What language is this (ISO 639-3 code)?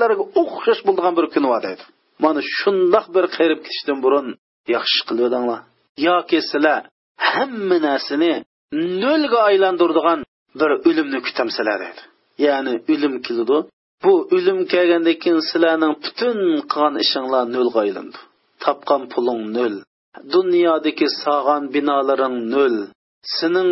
uig